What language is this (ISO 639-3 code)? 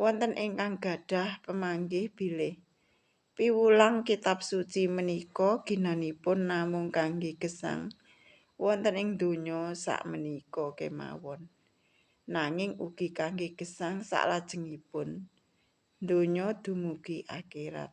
jav